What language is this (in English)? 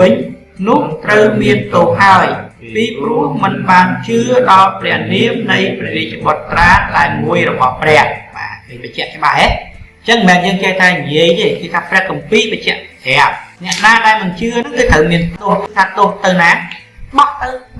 Khmer